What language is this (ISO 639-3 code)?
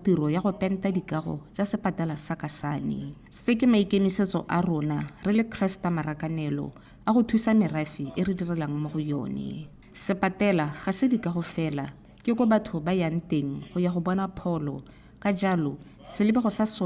tsn